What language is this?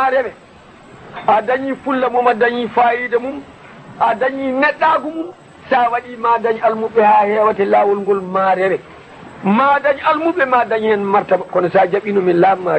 Fula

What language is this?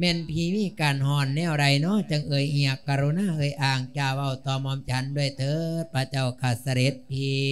Lao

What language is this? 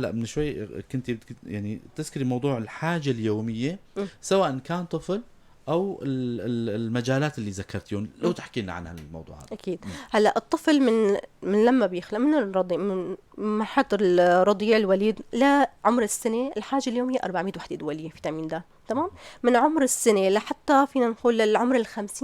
North Levantine Arabic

